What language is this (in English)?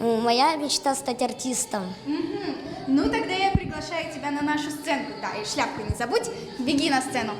Crimean Tatar